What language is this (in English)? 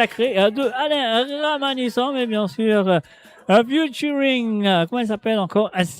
Morisyen